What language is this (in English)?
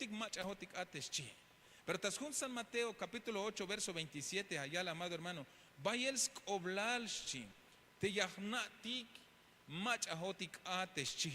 Tzeltal